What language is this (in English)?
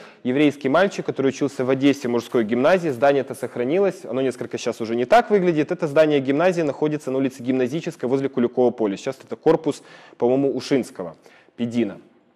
Russian